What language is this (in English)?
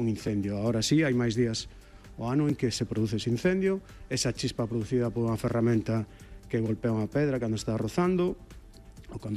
Galician